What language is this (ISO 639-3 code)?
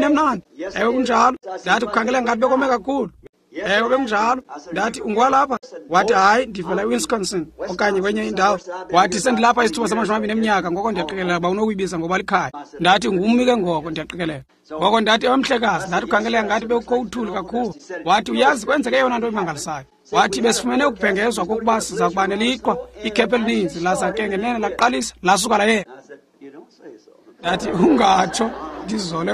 xho